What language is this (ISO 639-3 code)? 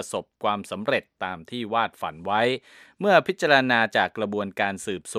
tha